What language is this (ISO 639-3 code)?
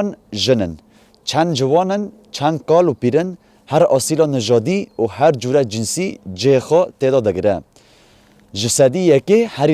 kur